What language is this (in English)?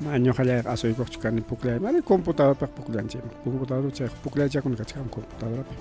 Ayacucho Quechua